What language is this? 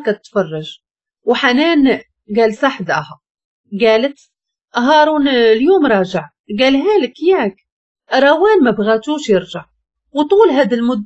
Moroccan Arabic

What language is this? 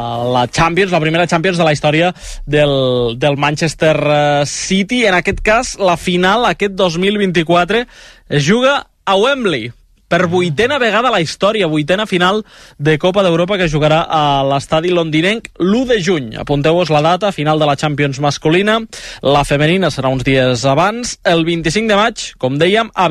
Catalan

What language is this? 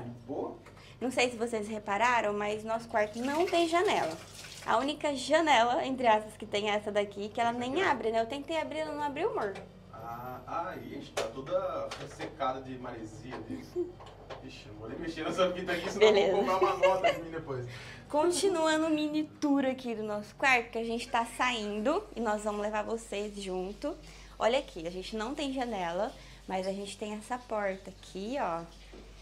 Portuguese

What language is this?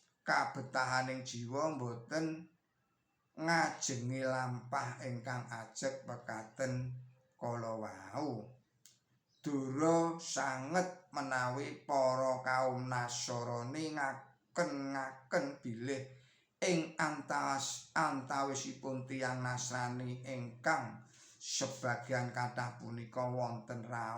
Javanese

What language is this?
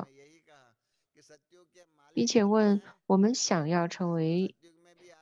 Chinese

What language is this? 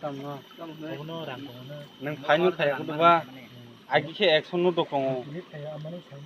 Kok Borok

